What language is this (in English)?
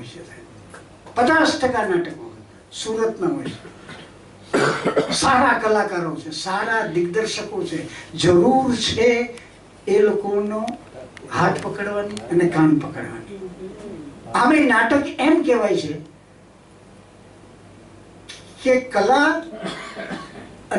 Gujarati